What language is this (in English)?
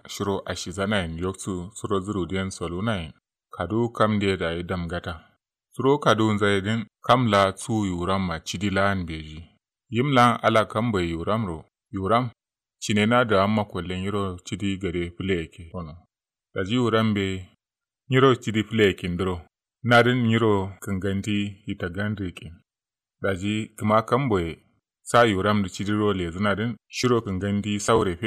Kanuri